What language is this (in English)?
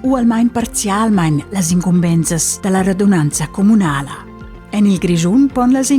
Romansh